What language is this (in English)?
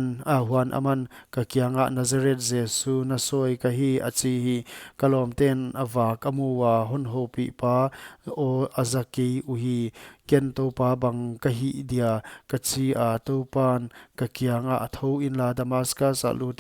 Paite Chin